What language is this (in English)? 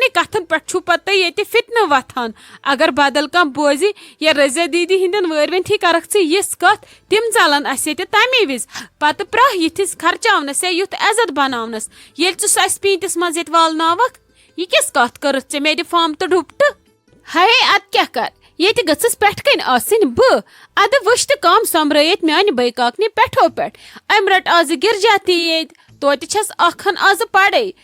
Kashmiri